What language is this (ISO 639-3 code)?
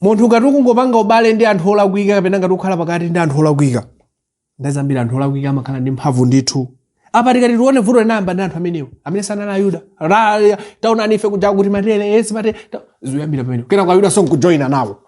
nya